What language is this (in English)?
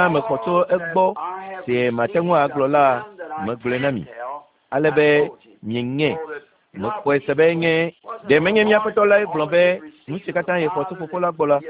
Ewe